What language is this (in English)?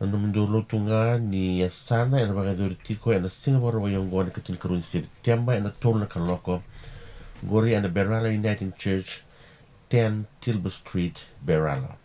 Fijian